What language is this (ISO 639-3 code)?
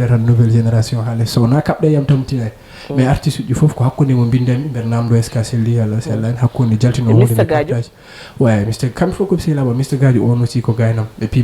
ful